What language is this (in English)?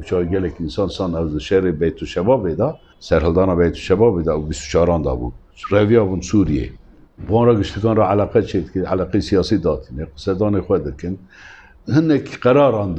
Kurdish